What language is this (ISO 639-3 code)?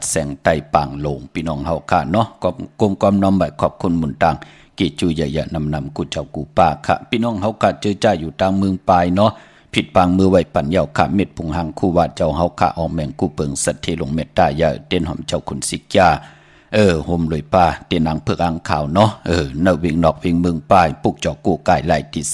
shn